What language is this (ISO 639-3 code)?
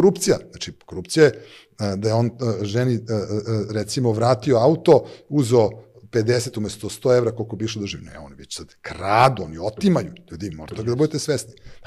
srp